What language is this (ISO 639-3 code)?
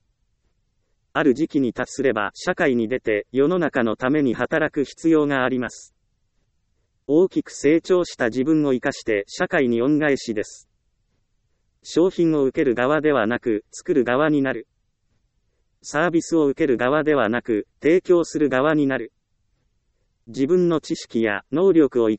jpn